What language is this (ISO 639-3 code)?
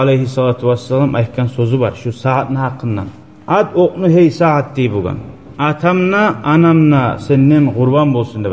kum